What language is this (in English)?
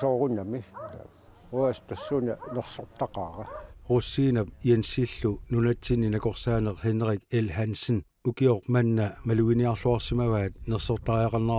Kalaallisut